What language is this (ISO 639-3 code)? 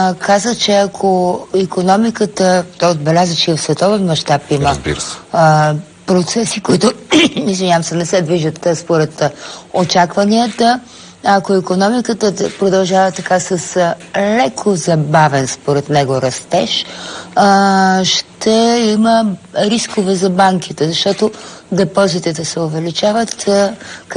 bul